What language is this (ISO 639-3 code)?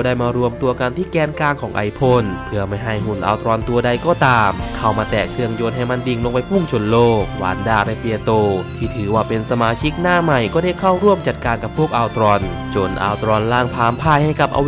tha